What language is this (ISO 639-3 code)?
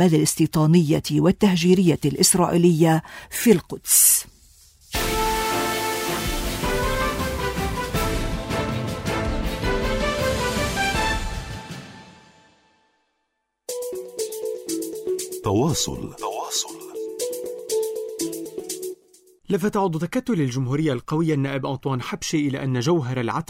ara